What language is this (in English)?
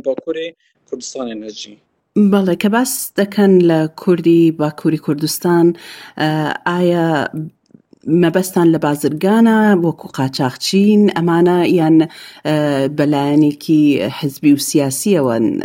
Kurdish